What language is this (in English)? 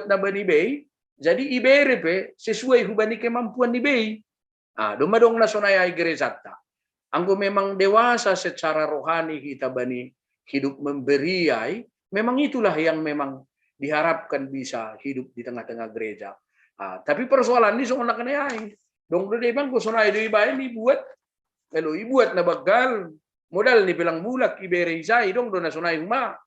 Batak Simalungun